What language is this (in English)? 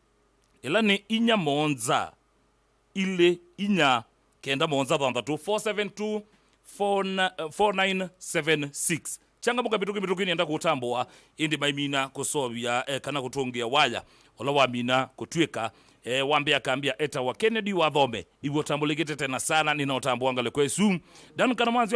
Kamba